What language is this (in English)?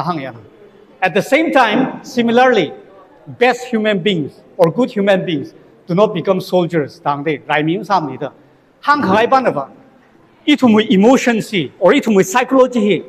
Tangkhul Naga (India)